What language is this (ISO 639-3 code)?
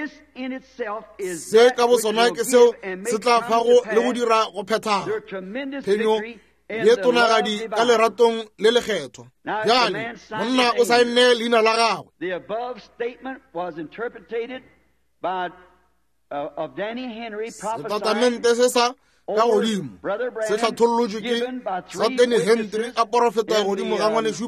nso